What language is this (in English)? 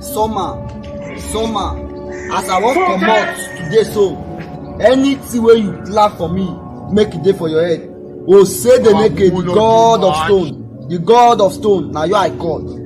Nigerian Pidgin